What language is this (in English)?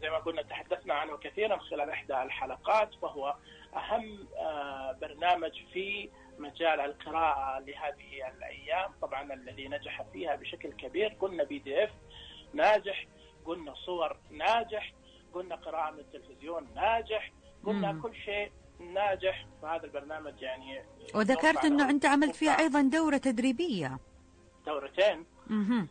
Najdi Arabic